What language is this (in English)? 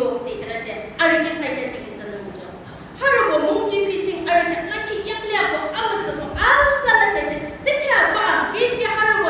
Yimchungru Naga